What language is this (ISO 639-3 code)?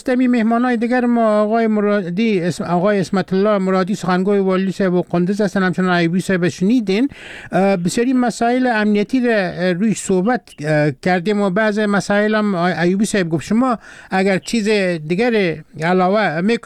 fas